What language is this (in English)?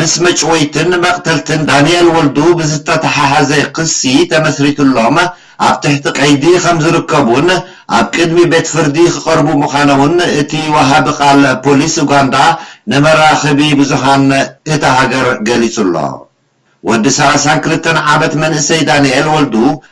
Tigrinya